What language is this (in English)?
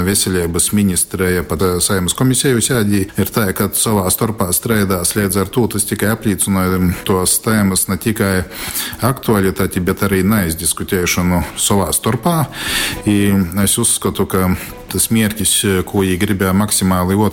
Latgalian